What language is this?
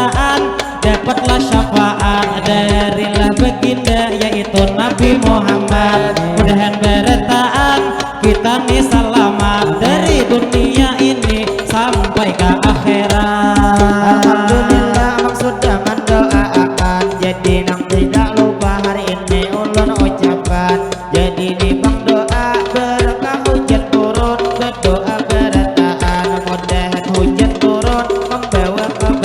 Banjar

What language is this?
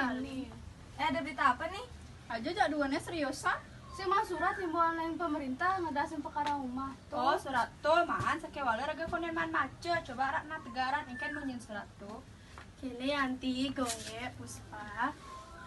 Balinese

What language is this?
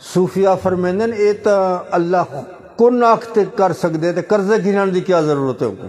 Saraiki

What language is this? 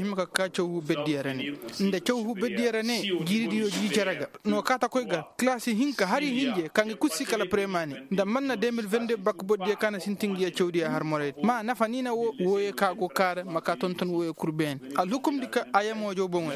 Koyraboro Senni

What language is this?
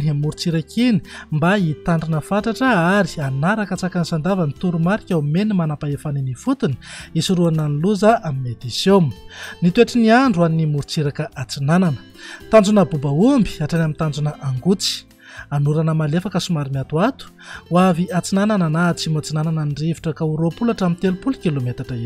Malagasy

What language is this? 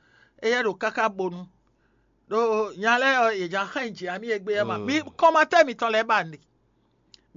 Fon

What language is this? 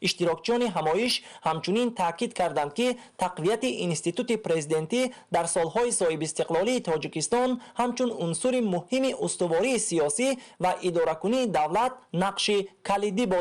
Tajik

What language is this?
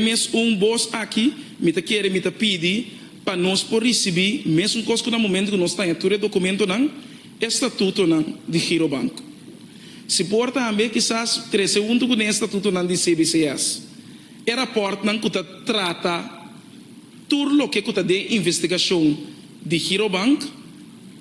Papiamento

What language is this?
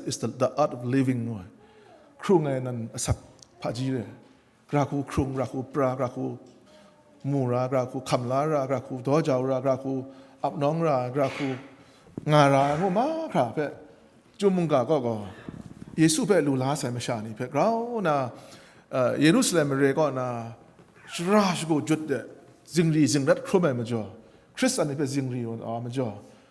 Kachin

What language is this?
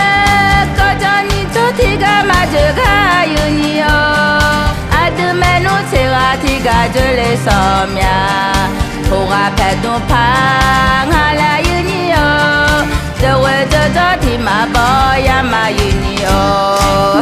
Akha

